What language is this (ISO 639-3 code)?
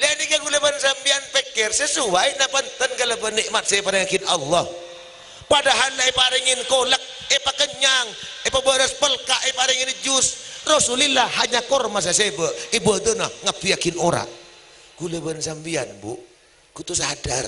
mad